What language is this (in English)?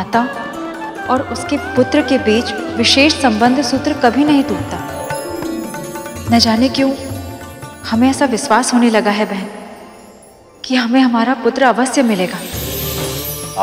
Hindi